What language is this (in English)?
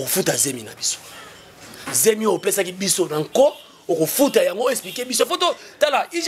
Lingala